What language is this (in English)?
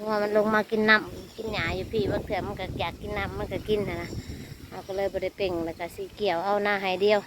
Northeastern Thai